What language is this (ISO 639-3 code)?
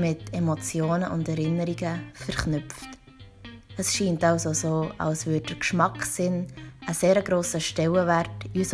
gsw